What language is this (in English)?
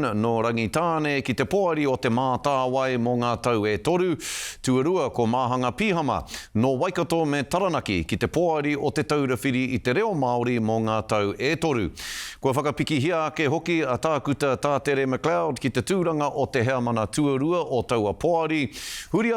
Māori